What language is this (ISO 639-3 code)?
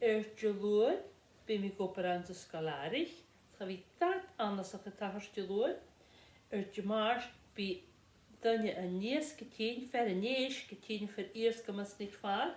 gla